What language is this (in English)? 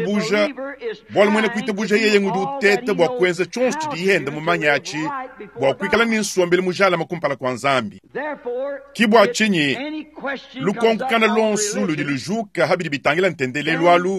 Luba-Lulua